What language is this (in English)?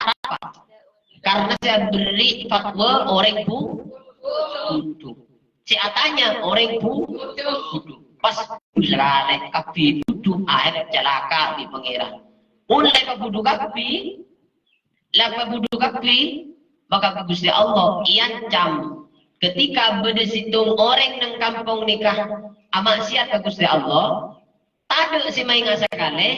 Madurese